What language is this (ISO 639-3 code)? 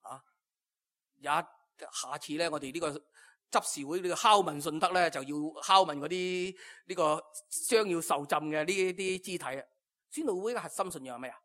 yue